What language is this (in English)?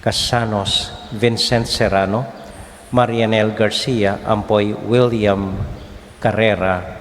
Pampanga